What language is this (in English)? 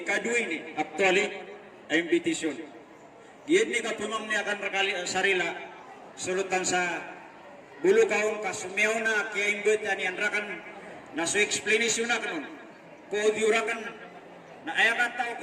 Maranao